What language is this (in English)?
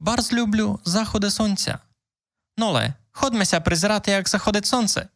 Rusyn